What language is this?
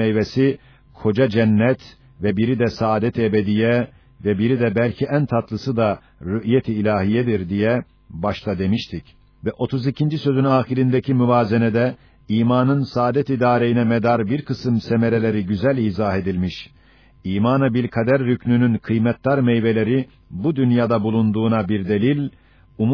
Turkish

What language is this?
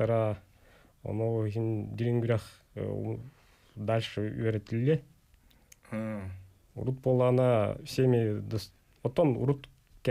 Yakut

